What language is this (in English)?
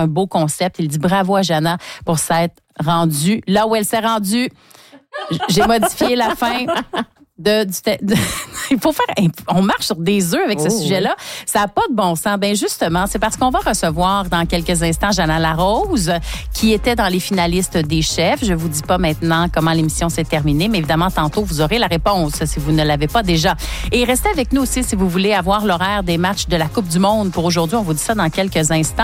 French